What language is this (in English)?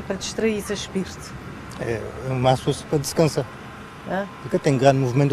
Kabuverdianu